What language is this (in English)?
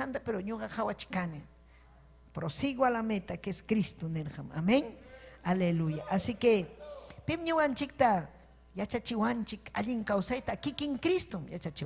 Ayacucho Quechua